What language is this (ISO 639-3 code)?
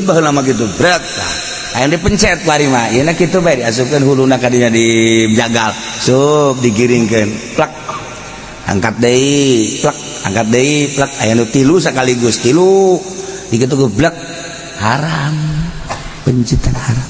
sun